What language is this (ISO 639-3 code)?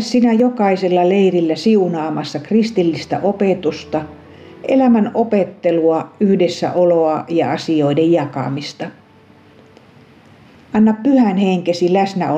fin